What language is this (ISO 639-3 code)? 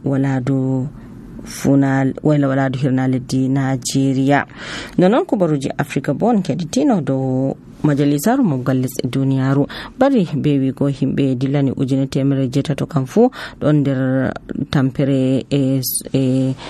fuv